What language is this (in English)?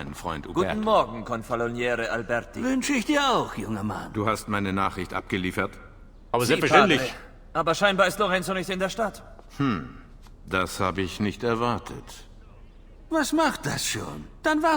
Bavarian